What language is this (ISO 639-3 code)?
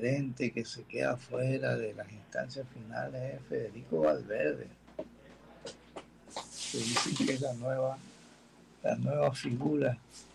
spa